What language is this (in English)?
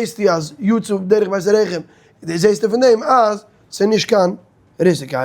Yiddish